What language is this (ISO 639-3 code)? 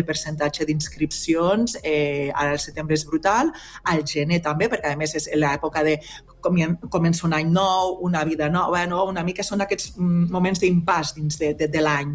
cat